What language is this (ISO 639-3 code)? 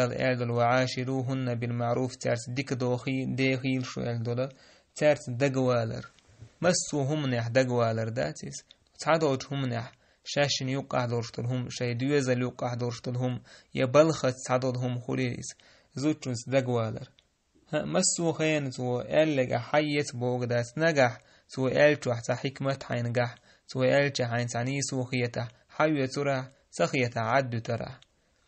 che